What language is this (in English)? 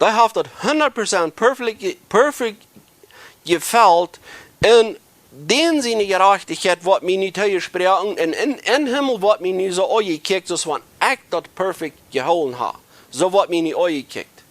Plautdietsch